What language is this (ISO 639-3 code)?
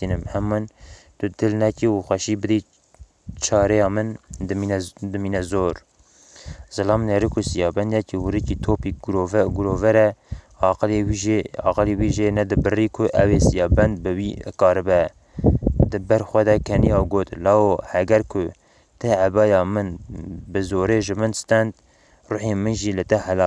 kur